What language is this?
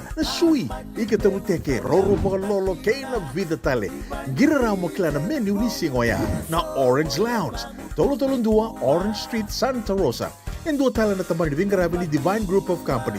Fijian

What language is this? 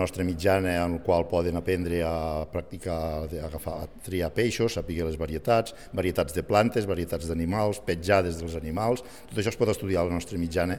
Catalan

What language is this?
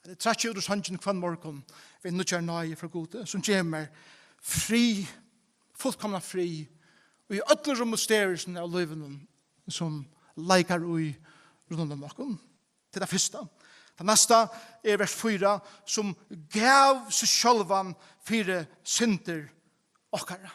Faroese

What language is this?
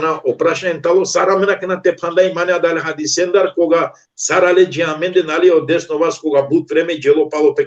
Balkan Romani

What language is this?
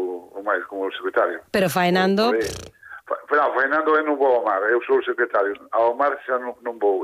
Galician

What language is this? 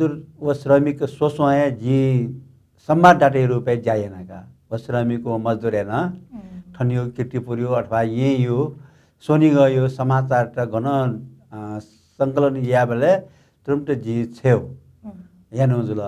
Newari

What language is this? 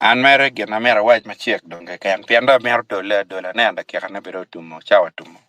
Acoli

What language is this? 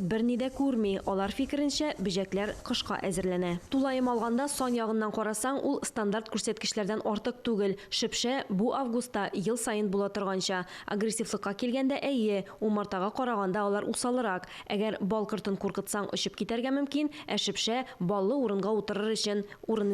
Tatar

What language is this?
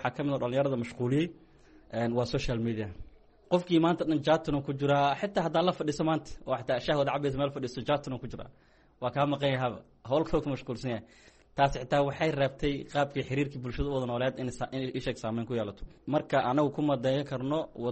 Somali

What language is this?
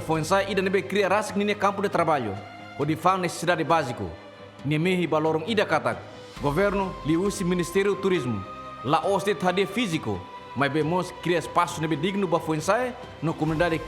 Tetum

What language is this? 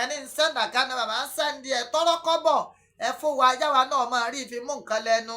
Yoruba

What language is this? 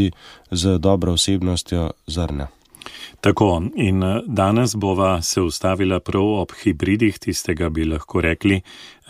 Slovenian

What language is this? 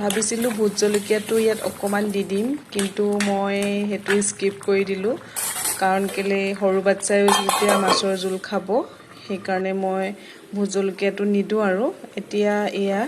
Assamese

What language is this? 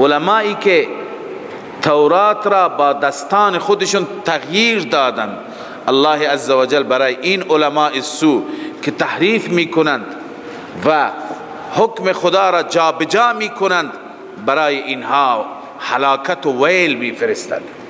Persian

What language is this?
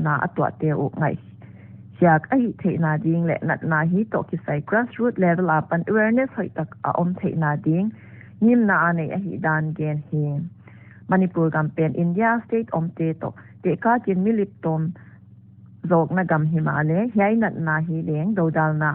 Paite Chin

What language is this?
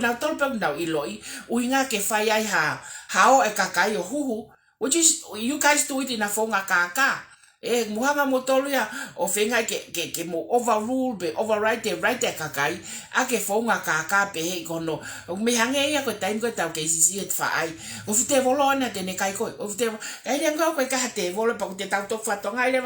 Tongan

